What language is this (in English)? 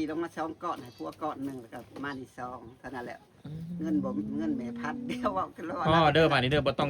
Northeastern Thai